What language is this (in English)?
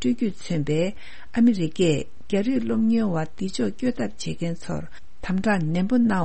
Tibetan